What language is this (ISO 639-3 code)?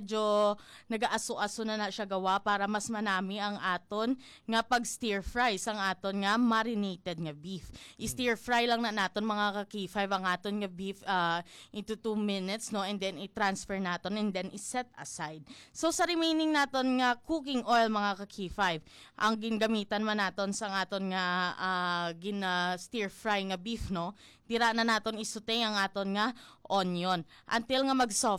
hil